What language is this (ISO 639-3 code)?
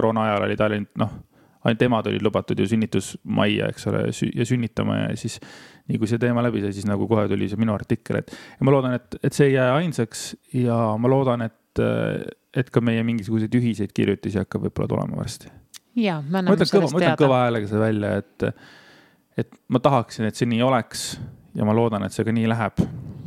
est